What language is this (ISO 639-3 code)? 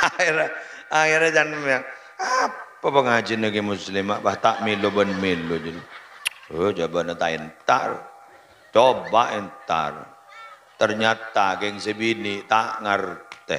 mad